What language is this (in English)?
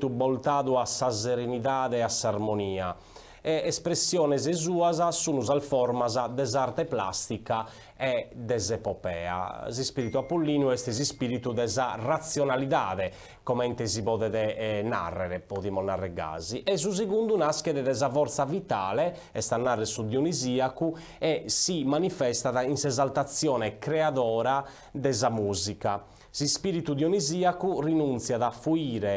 Sardinian